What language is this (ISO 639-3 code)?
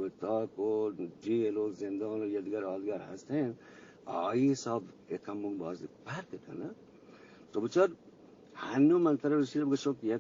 bgp